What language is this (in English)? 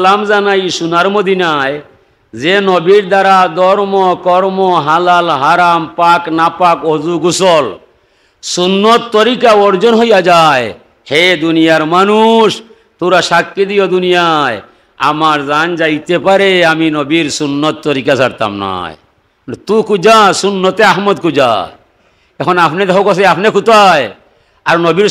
Sylheti